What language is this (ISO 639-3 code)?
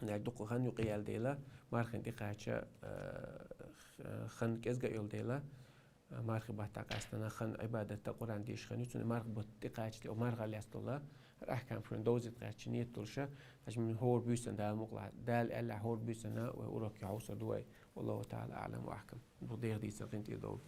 che